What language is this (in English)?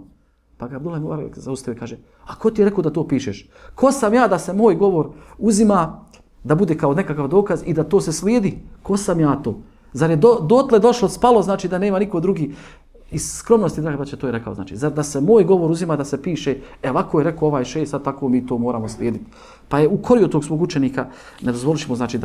Bosnian